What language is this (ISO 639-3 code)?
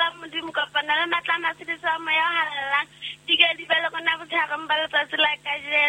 sot